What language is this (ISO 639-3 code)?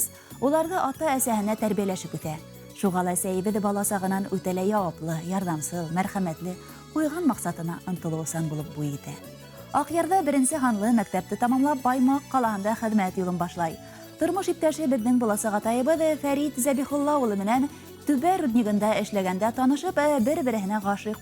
bak